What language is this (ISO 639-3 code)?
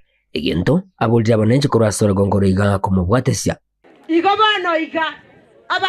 guz